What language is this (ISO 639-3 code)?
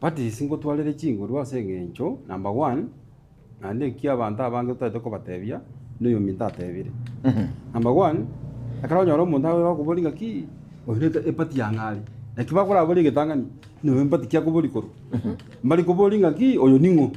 guz